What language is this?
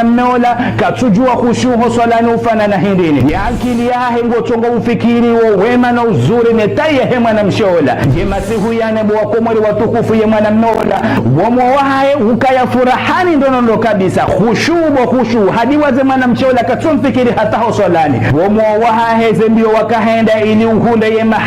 Ngazidja Comorian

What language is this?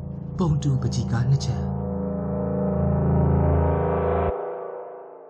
Burmese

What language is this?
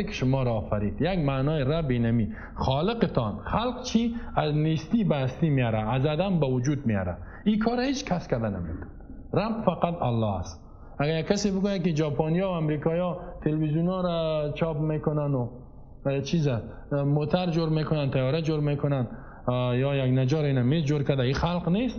Persian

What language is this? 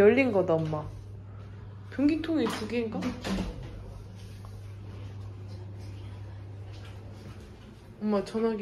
Korean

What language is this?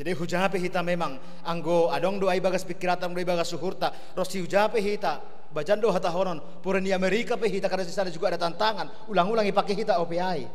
Batak Simalungun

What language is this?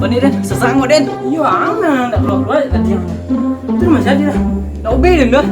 Minangkabau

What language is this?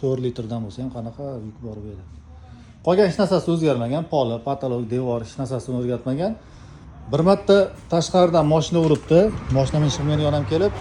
Uzbek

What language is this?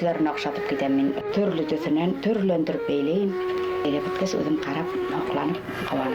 Bashkir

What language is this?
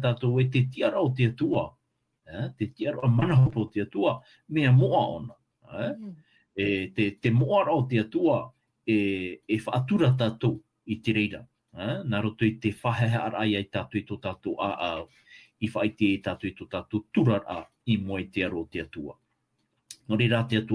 Tahitian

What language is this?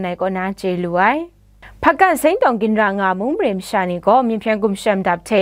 Kachin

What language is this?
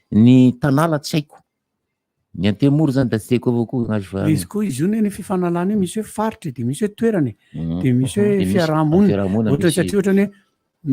Malagasy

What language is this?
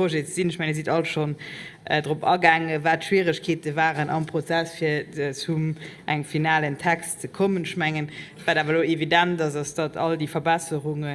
Luxembourgish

